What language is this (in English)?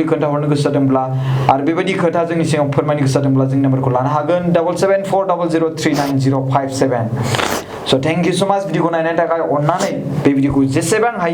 Bodo